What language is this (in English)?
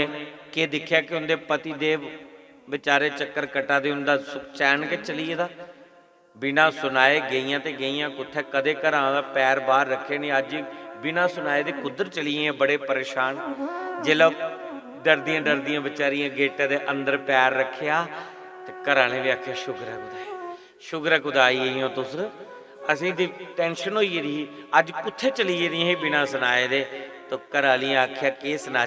Dogri